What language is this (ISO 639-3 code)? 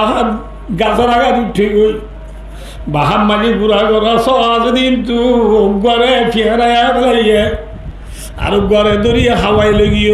rhg